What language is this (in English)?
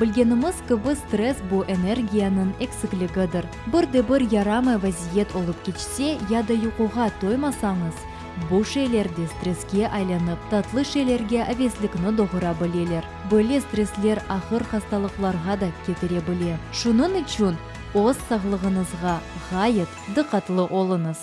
Crimean Tatar